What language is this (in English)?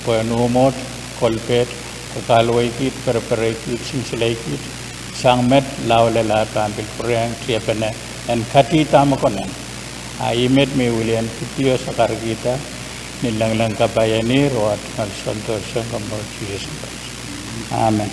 Pohnpeian